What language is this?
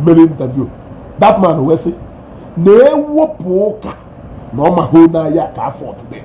Igbo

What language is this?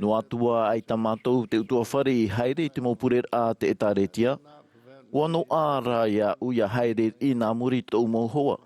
Tahitian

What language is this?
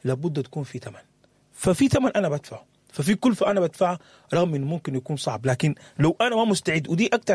Sudanese Arabic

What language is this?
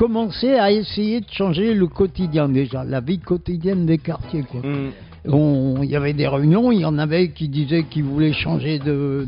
French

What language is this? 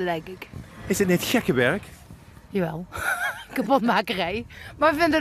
Limburgish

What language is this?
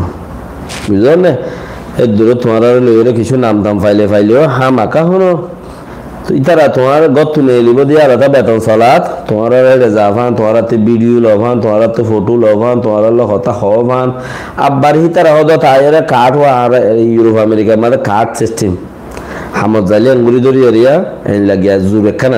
Rohingya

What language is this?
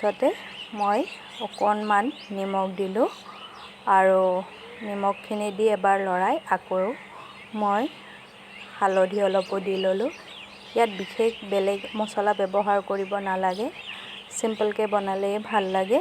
Assamese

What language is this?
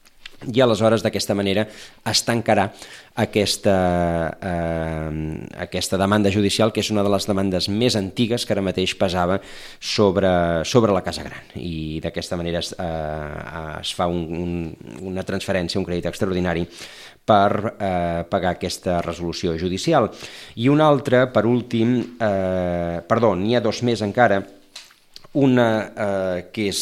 Catalan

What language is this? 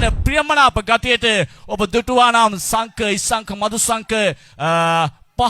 Sinhala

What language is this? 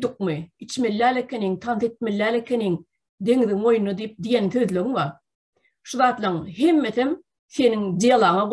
Turkmen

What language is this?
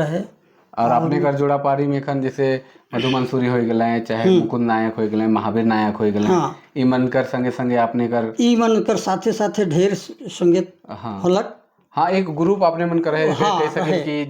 Sadri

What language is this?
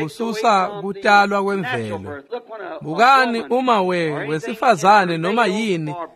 Swati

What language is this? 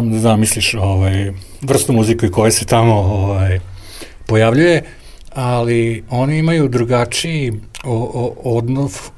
Serbian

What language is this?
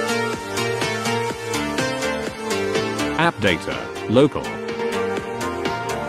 English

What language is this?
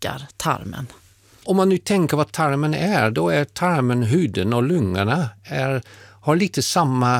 Swedish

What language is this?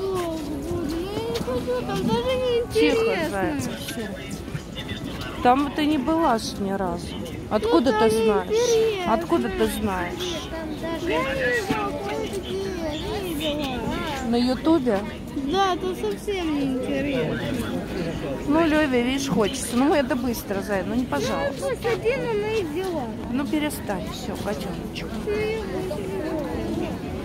Russian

